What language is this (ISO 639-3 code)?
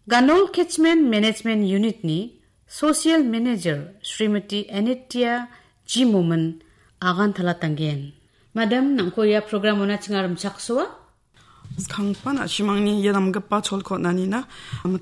grt